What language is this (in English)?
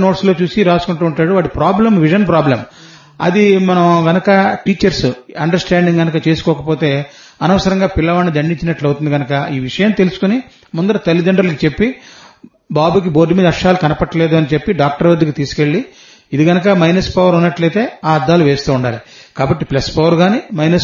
Telugu